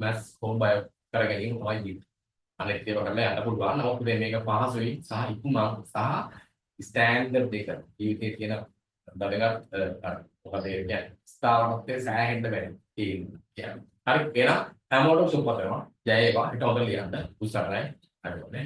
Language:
Sinhala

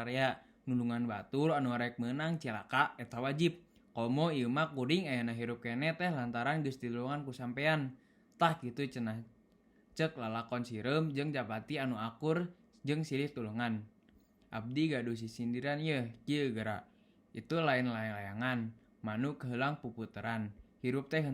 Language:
Sundanese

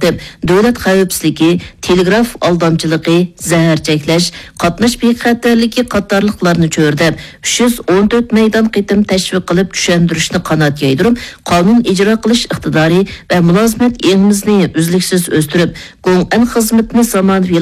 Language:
Uyghur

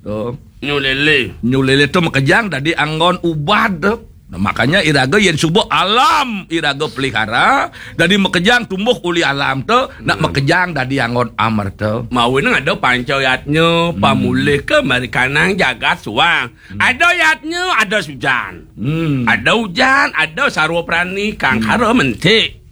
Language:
Balinese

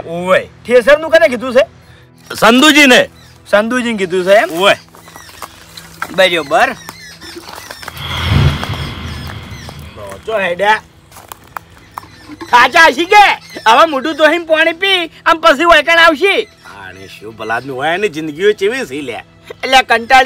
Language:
Gujarati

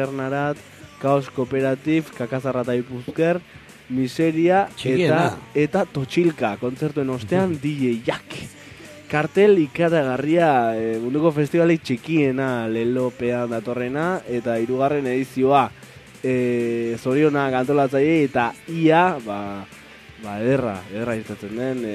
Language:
Basque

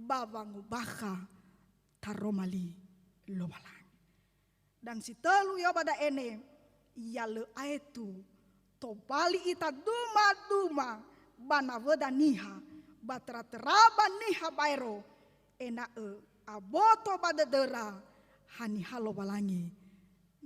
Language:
Nias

